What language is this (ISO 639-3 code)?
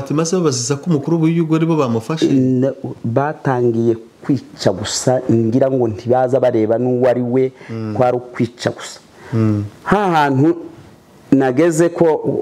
kin